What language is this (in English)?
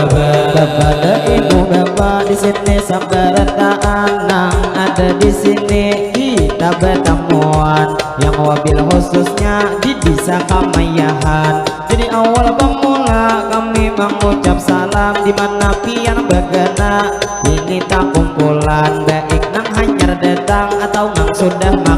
Banjar